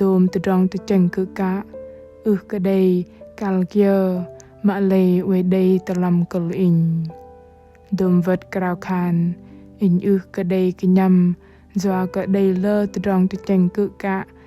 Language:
Bahnar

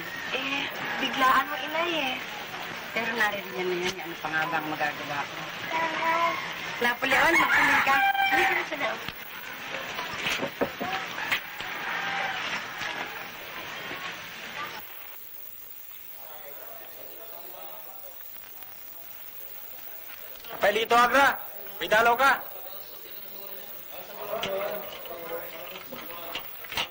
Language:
Filipino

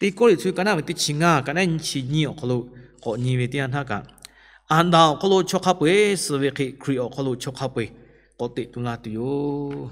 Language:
Lahu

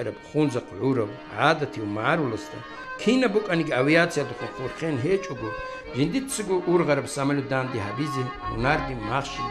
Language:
Avaric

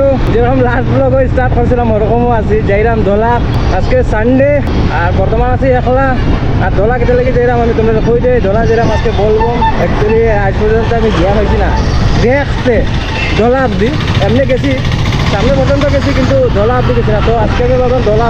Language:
Sylheti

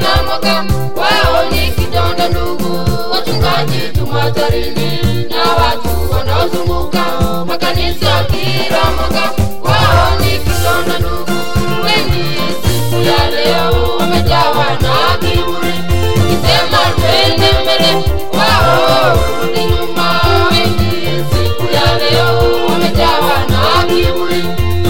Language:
Swahili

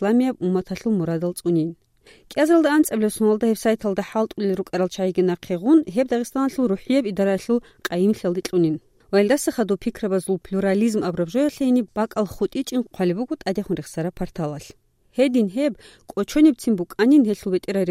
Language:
Avaric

